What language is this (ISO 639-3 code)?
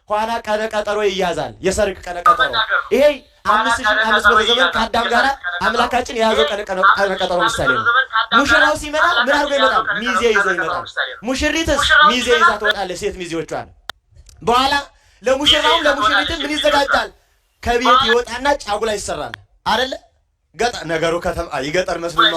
amh